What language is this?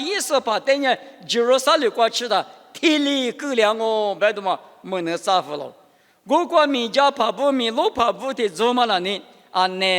Lisu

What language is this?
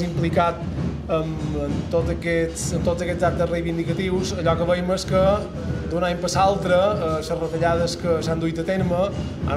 Catalan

